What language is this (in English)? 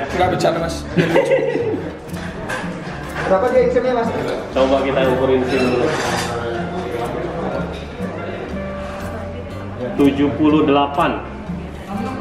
Indonesian